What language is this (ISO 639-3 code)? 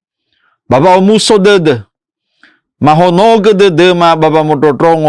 nia